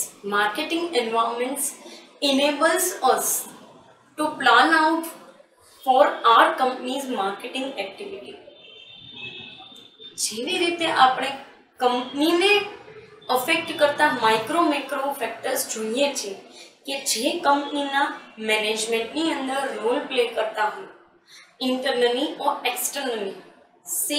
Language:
Gujarati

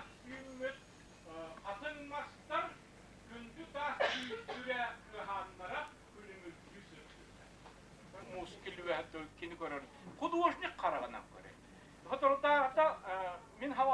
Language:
Yakut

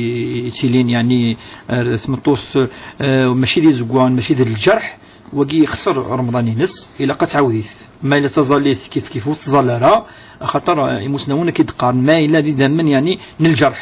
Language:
Kabyle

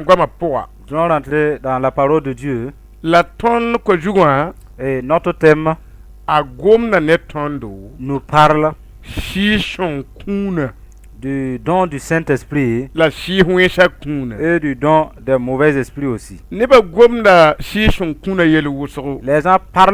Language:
Mossi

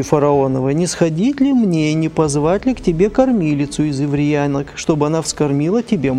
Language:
Russian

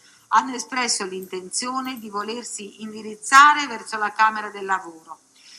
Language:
Italian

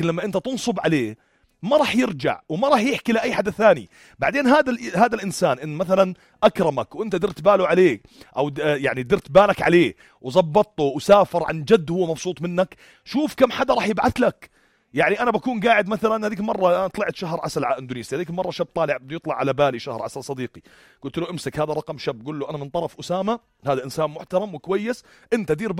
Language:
North Levantine Arabic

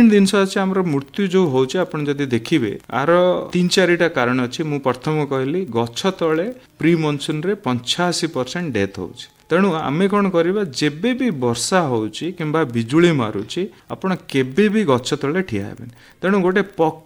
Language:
Odia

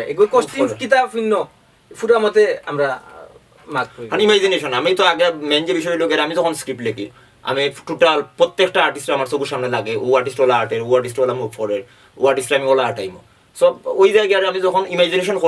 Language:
Sylheti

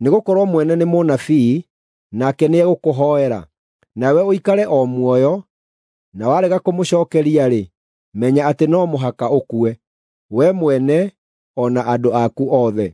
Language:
Kikuyu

